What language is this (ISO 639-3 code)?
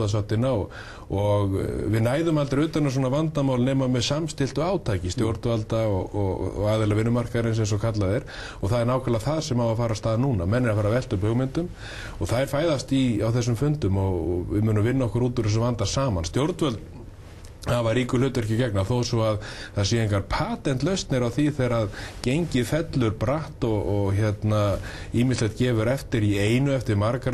isl